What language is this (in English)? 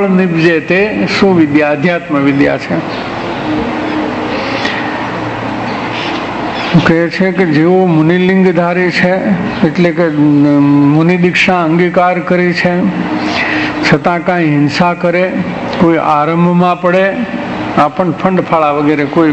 Gujarati